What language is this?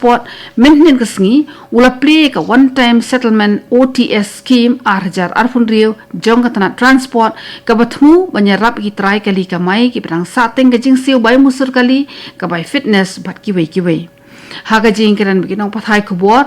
Khasi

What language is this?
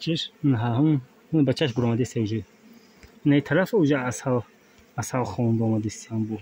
Tajik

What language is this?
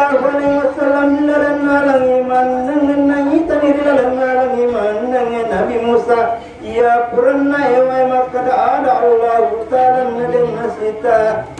Buginese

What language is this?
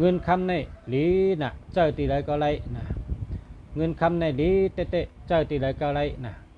Shan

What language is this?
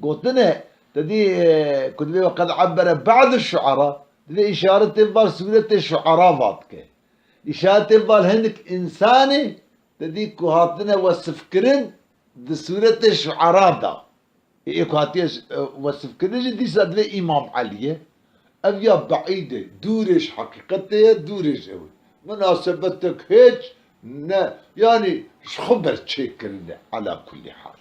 Kurdish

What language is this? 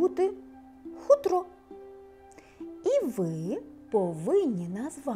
Ukrainian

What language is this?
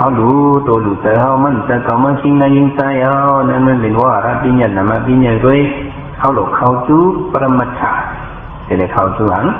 Shan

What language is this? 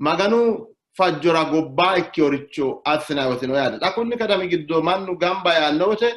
Sidamo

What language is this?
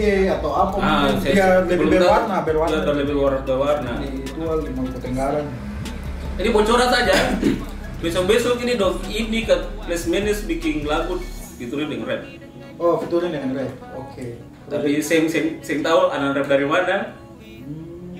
Ambonese Malay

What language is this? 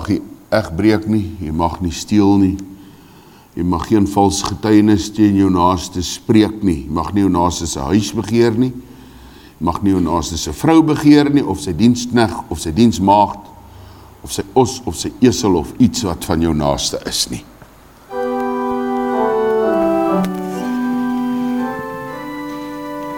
Afrikaans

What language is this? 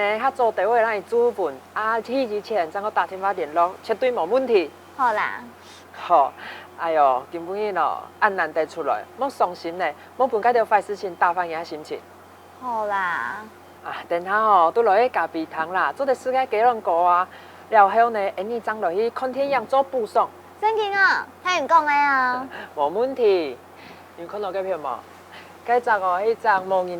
Hakka Chinese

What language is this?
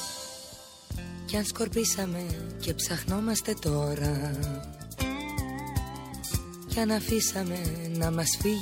Greek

